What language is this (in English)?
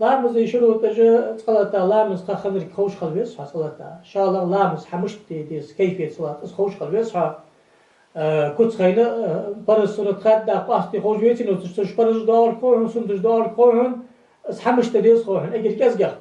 Ingush